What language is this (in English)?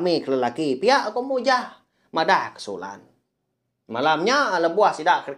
Iban